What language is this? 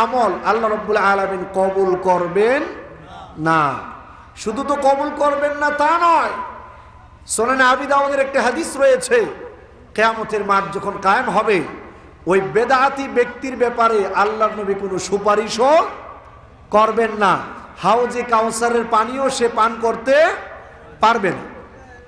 Bangla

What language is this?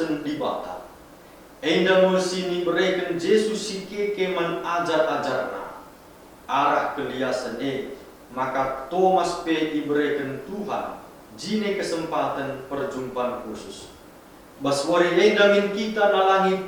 Batak Karo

